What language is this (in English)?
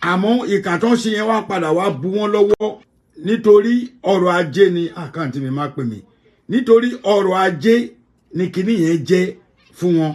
Yoruba